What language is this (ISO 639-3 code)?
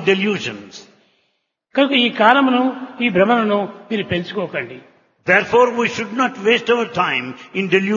tel